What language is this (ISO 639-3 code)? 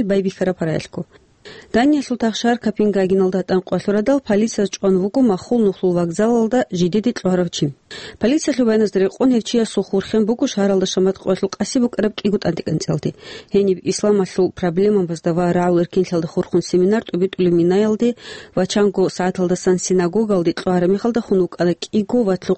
ava